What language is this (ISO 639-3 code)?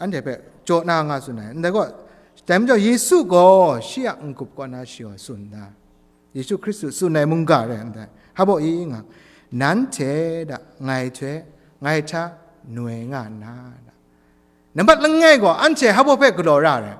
kac